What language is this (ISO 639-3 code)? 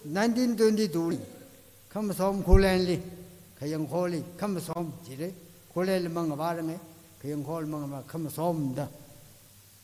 nmf